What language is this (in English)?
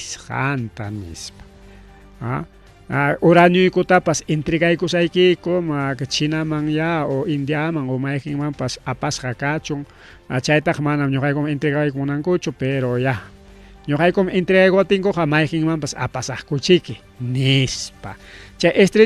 Ayacucho Quechua